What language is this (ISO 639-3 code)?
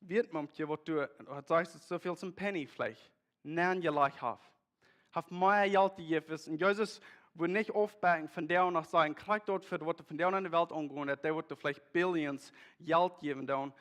pdt